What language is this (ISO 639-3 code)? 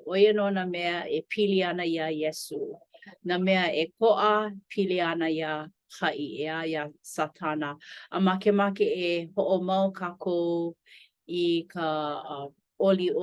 haw